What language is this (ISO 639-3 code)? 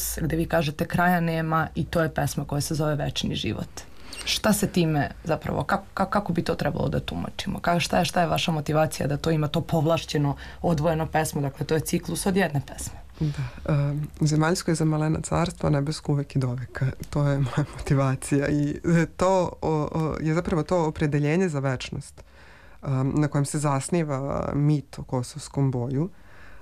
srp